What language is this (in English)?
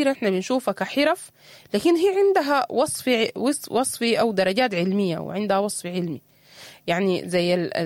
Sudanese Arabic